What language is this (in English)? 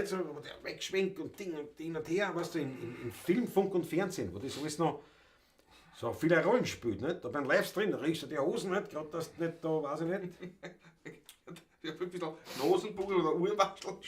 Bavarian